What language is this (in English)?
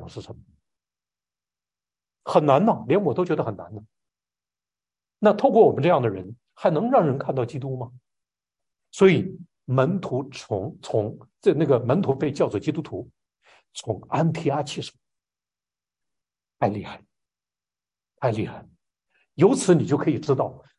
Chinese